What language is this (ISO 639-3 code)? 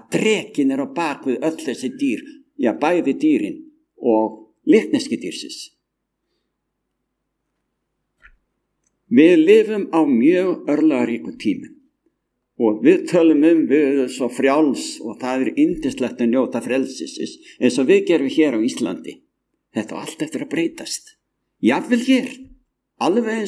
isl